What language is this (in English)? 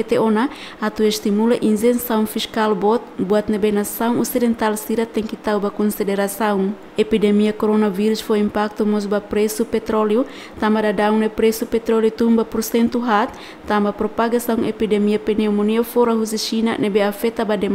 Tetum